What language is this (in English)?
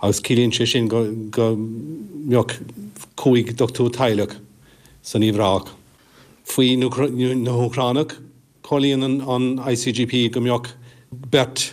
Irish